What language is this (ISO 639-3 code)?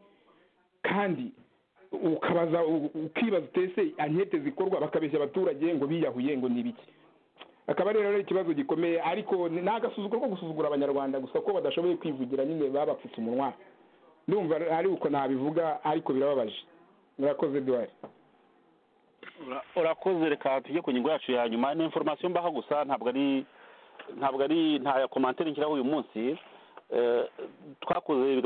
kin